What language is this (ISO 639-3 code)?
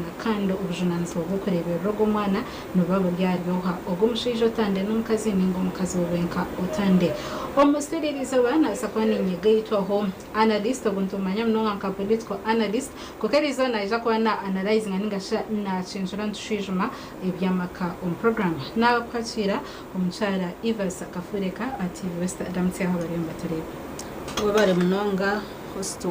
nyn